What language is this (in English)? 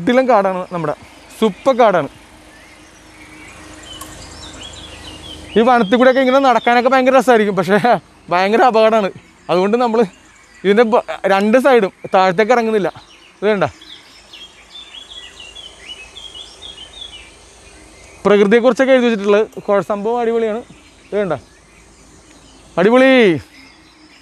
Malayalam